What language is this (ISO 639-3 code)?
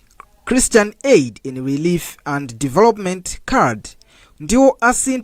nya